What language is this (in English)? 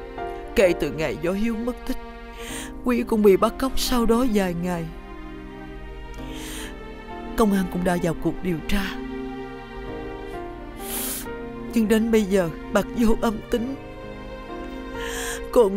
Vietnamese